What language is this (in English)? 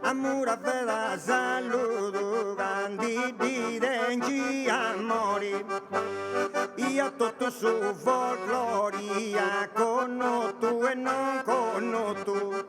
Sardinian